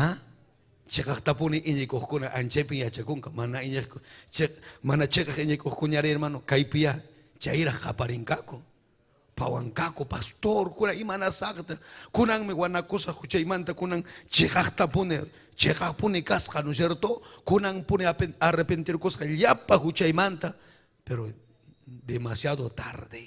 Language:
Ayacucho Quechua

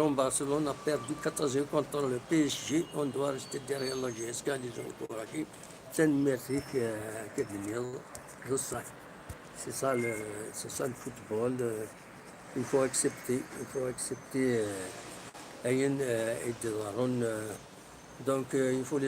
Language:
Kabyle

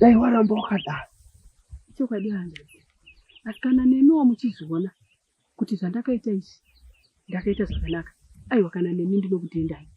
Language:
Shona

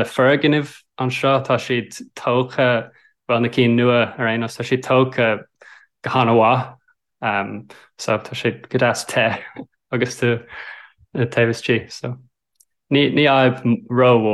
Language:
Irish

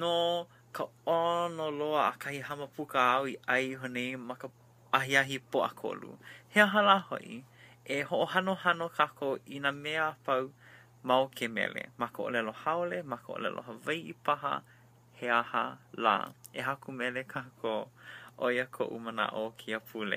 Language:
Hawaiian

